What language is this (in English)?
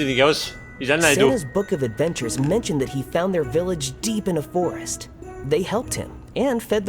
Bavarian